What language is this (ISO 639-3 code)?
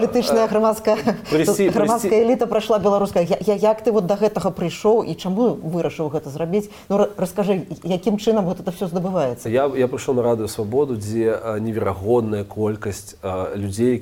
bel